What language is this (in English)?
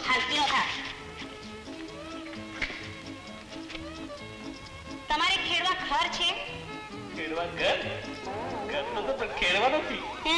Gujarati